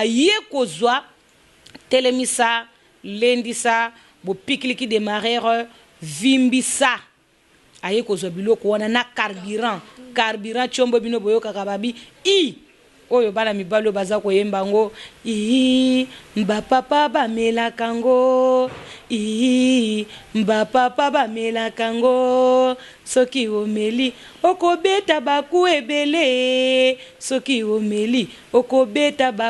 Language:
Lingala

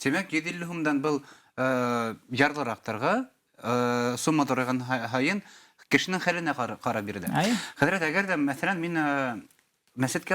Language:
Bashkir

